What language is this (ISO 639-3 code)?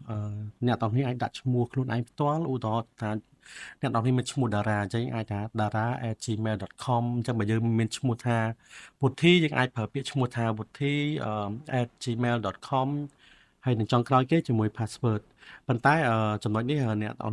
khm